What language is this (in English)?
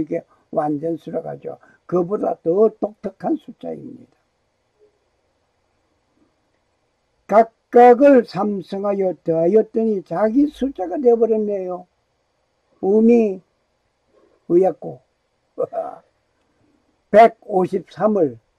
Korean